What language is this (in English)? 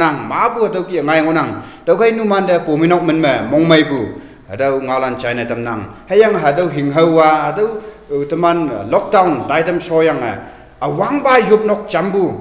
Konyak Naga